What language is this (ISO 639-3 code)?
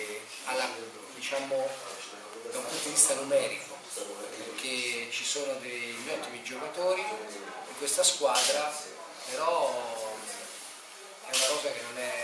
ita